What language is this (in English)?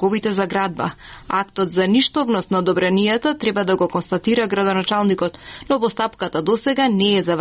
Macedonian